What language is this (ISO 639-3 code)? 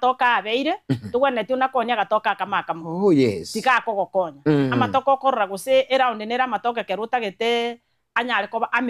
guz